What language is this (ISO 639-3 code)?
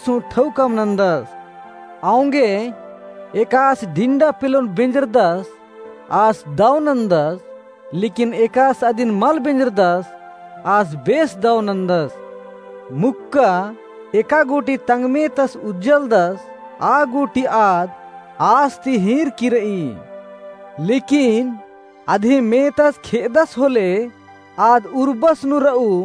kru